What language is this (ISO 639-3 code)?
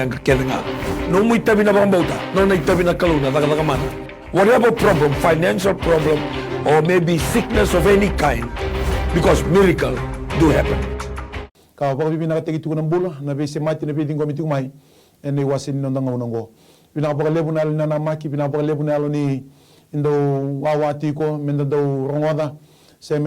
fij